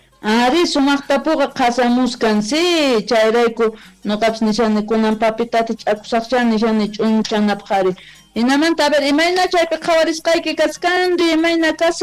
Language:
South Bolivian Quechua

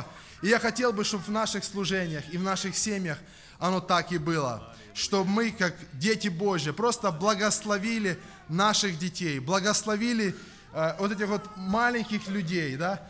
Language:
Russian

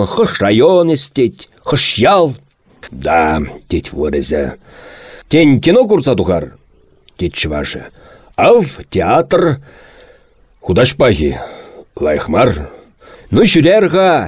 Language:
Chuvash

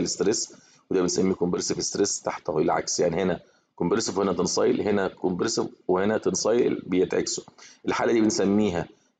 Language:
Egyptian Arabic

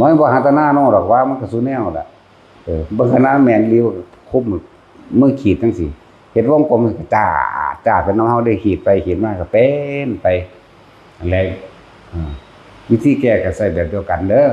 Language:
Northeastern Thai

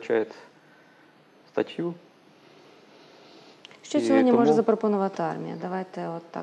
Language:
Ukrainian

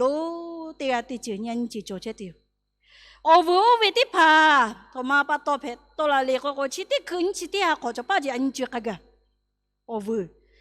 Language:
Lahu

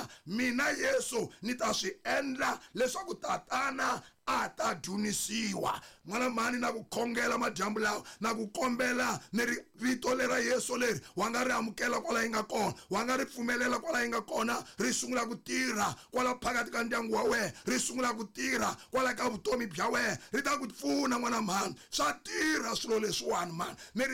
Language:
Tsonga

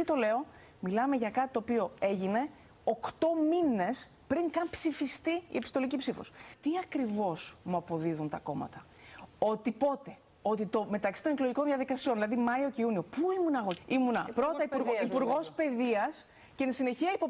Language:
Greek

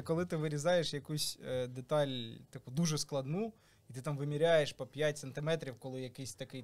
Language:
Ukrainian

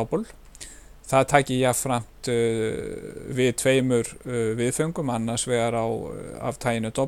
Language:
Icelandic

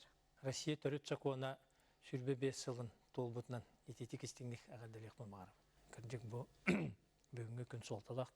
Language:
Yakut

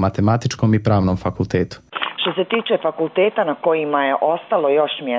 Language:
Croatian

